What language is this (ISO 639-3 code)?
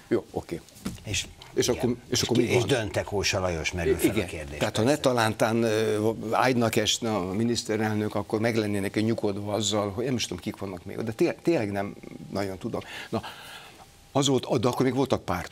hun